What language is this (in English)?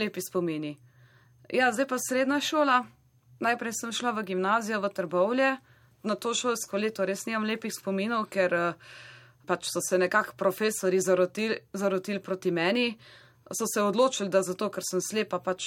Slovenian